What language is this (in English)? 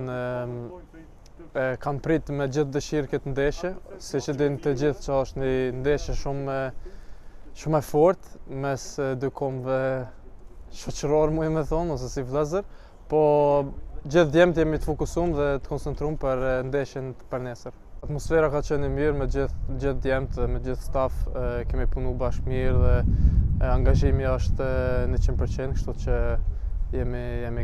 Albanian